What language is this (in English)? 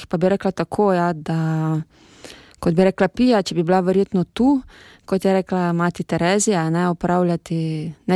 Slovenian